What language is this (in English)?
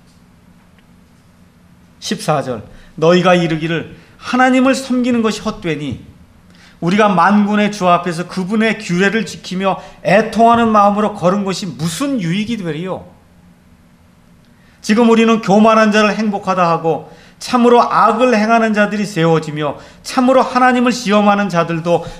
Korean